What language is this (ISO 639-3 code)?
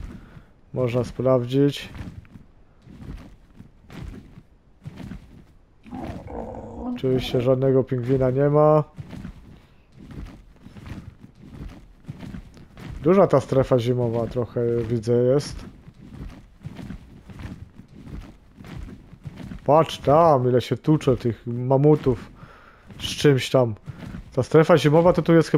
pol